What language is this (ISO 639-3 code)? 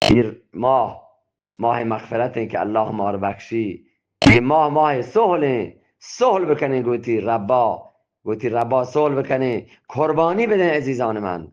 bgp